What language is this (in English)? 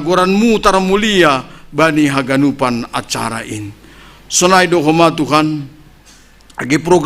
Batak Simalungun